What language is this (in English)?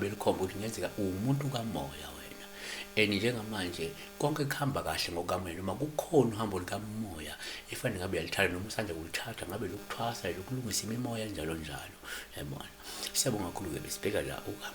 Zulu